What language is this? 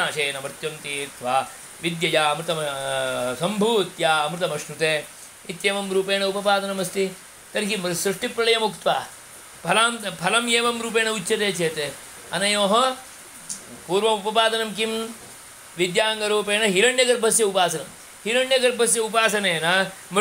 Sanskrit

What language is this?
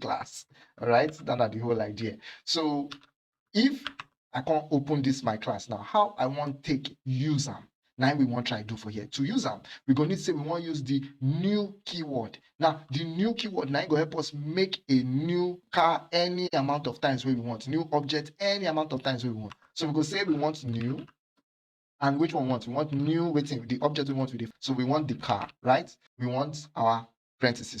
Nigerian Pidgin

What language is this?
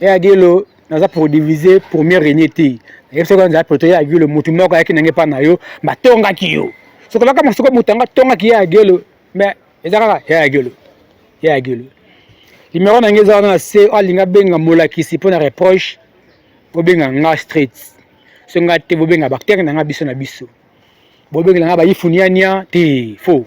Lingala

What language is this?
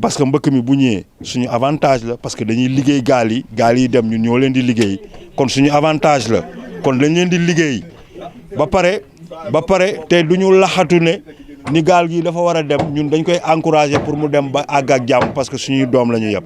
Wolof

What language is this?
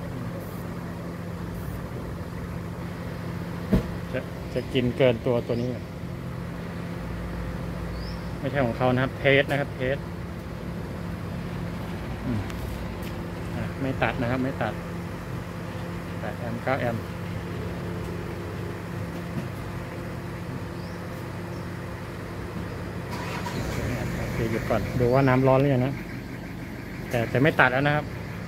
Thai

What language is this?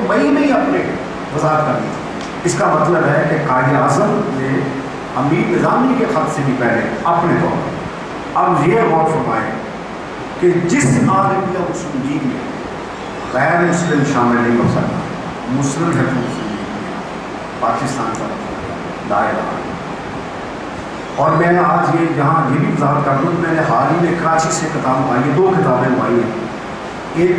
Urdu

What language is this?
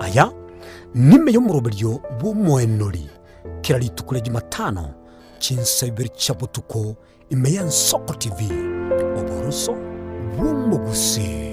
Gusii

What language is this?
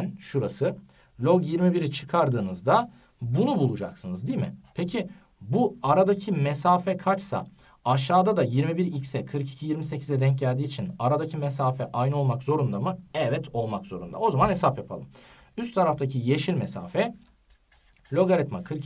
Turkish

